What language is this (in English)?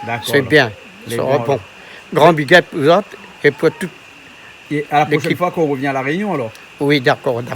Réunion Creole French